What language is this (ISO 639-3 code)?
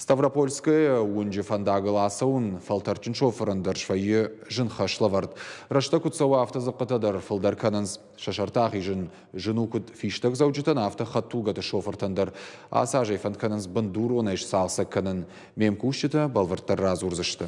oss